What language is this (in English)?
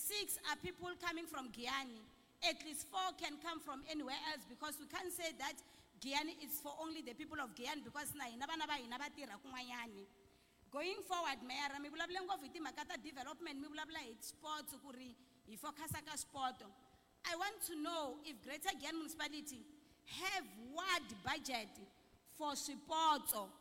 Tsonga